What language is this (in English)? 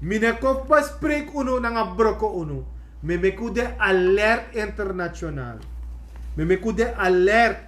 Sranan Tongo